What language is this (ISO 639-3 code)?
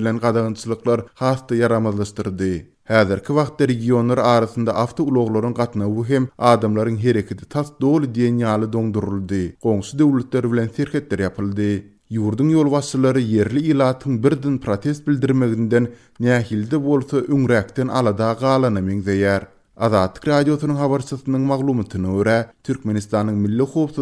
tuk